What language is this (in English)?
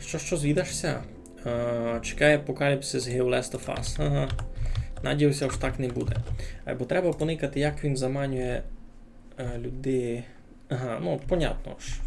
Rusyn